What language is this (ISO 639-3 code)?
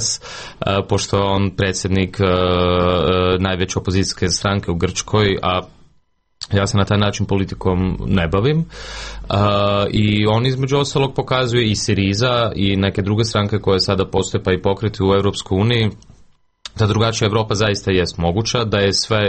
hrv